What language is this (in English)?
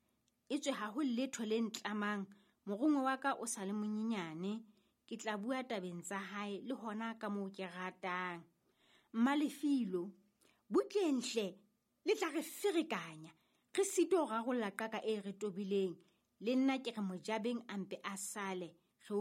Southern Sotho